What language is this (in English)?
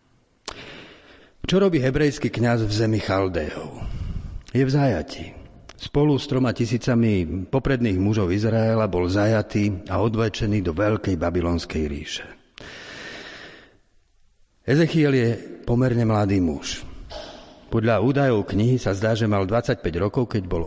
Slovak